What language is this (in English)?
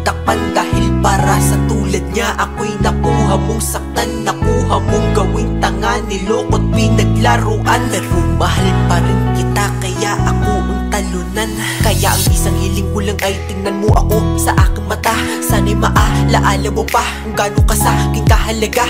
Filipino